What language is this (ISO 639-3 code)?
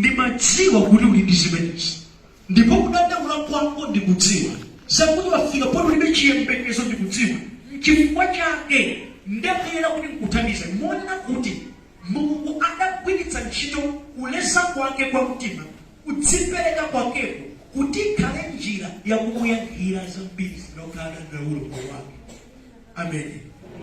nya